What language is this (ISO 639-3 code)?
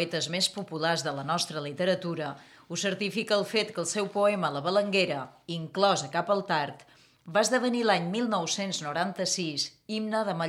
cat